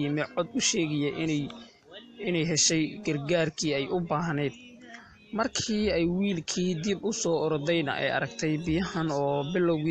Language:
Somali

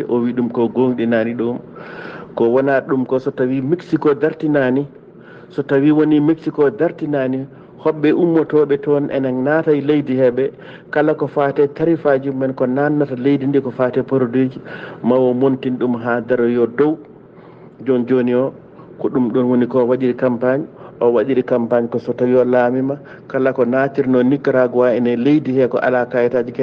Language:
Fula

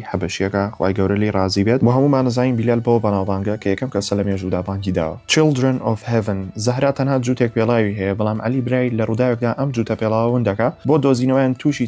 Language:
Central Kurdish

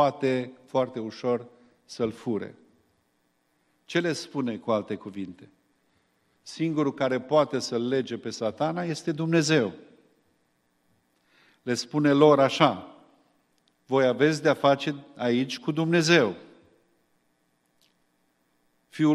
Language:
Romanian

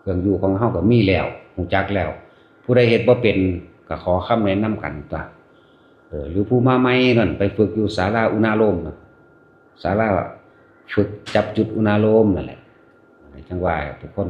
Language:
Northeastern Thai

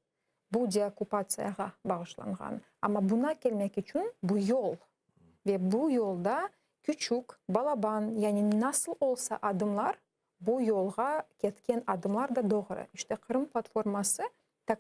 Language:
Crimean Tatar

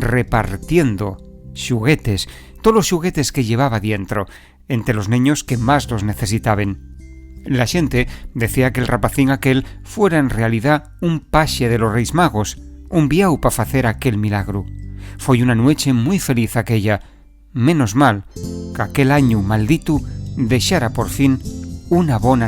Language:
Asturian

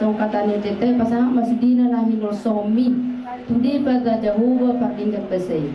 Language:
Batak Toba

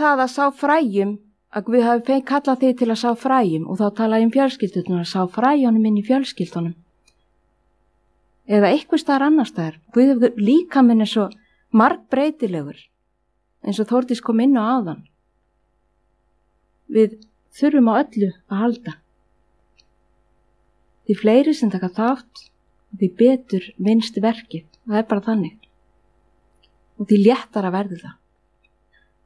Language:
Icelandic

